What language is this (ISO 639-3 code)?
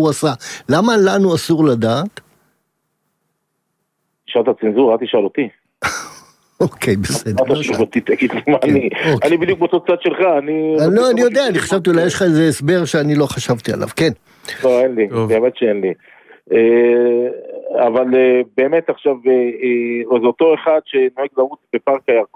heb